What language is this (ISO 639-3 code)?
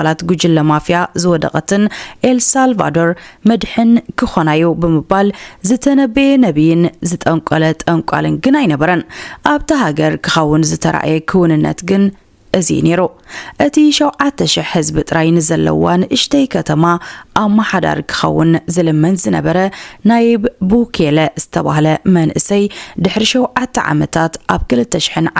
tir